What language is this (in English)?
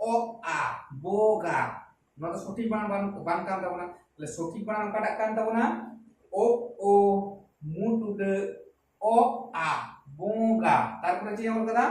Santali